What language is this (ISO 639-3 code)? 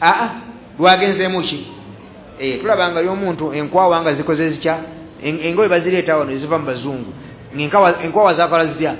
lug